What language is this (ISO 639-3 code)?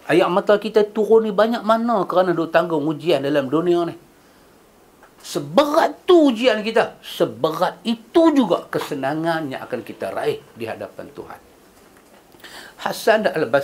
msa